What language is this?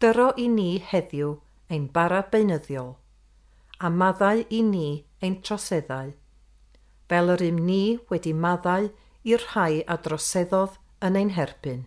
Welsh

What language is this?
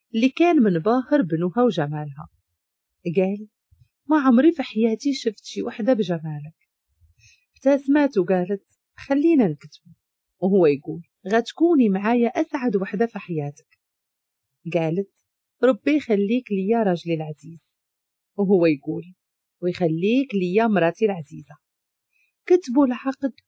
Moroccan Arabic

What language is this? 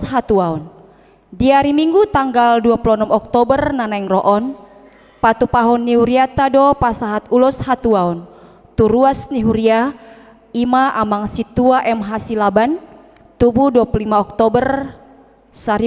Batak Toba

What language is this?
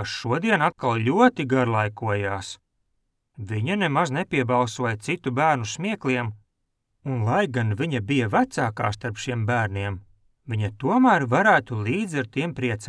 Latvian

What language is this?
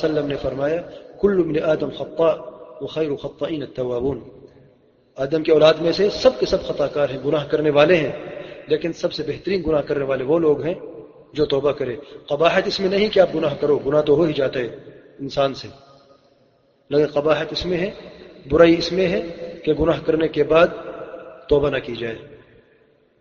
Urdu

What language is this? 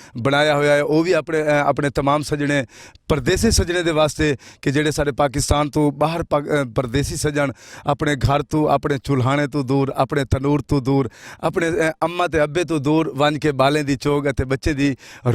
Saraiki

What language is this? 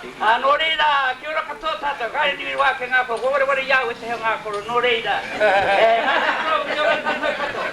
Māori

